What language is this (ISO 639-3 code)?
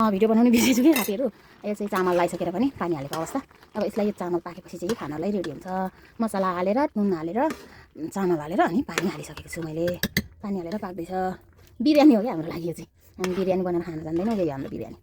nep